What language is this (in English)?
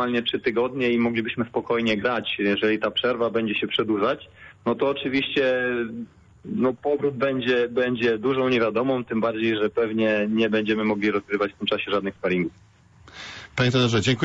Polish